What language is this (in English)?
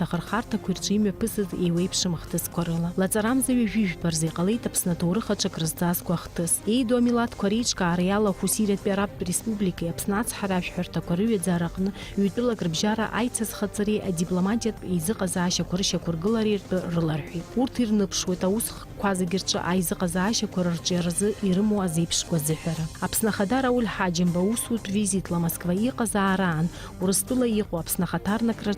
Abkhazian